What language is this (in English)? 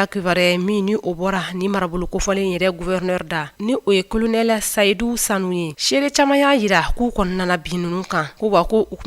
Bambara